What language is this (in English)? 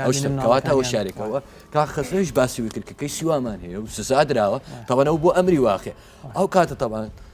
Central Kurdish